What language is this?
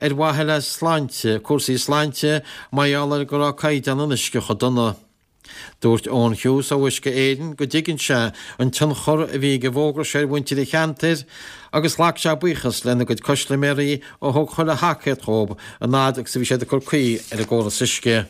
Irish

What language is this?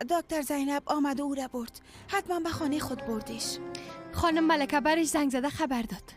Persian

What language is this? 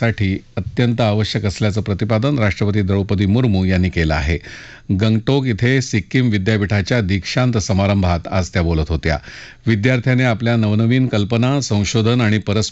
Marathi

